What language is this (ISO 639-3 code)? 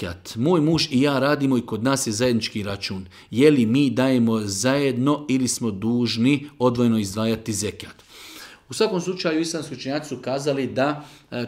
bos